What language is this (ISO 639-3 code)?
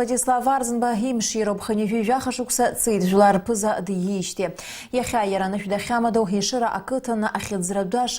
abk